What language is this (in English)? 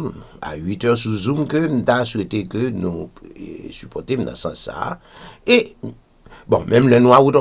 Haitian Creole